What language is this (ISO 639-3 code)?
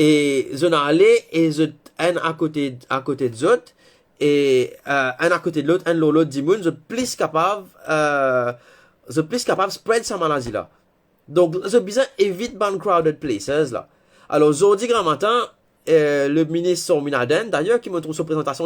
mfe